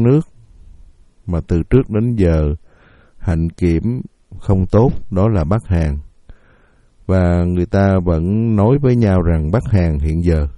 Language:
Vietnamese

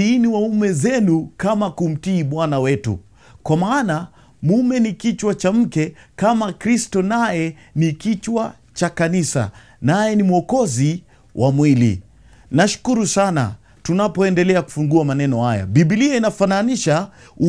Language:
Swahili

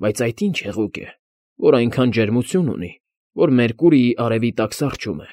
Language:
Armenian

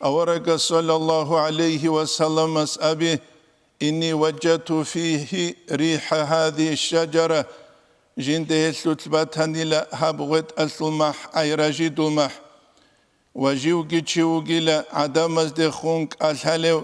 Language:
Avaric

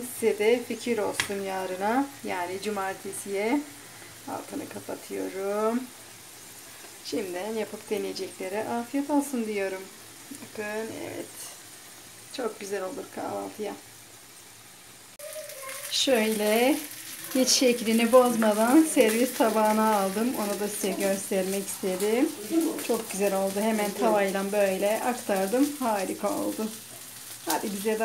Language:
Turkish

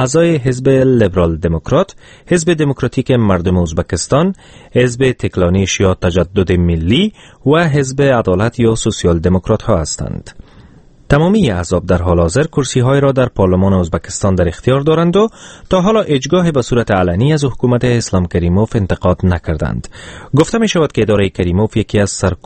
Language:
Persian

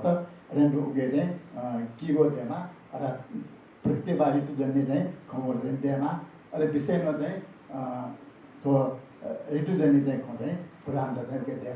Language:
Newari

